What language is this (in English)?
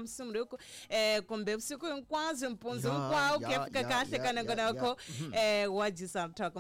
Tsonga